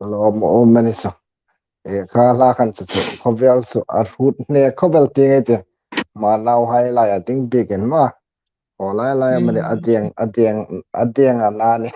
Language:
Hmar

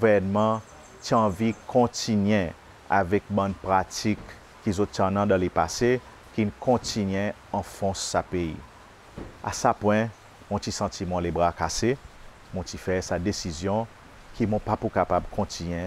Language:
Seselwa Creole French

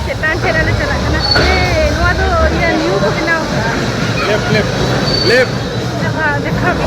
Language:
Santali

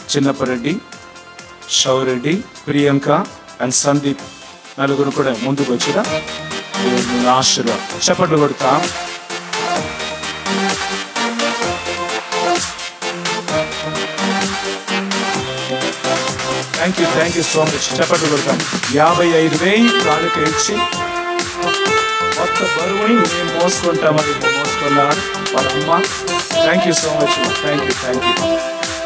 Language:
Telugu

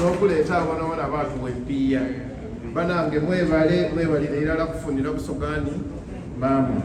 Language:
Soga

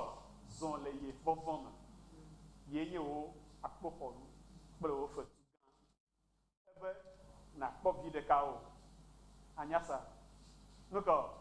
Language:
Ewe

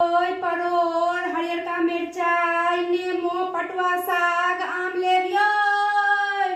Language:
Maithili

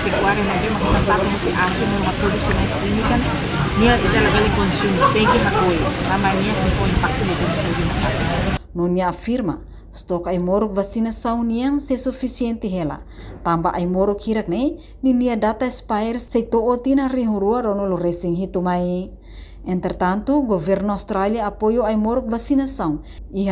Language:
Tetum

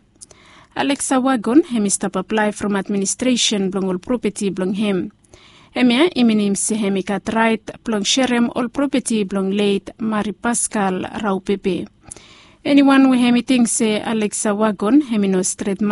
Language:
Bislama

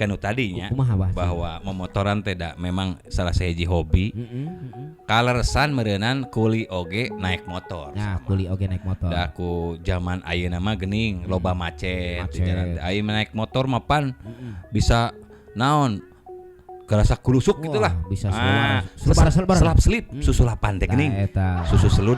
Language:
Sundanese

